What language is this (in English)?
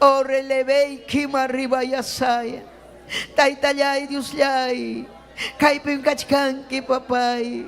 Ayacucho Quechua